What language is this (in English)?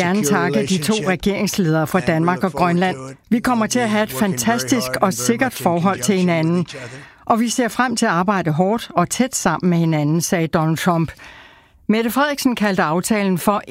Danish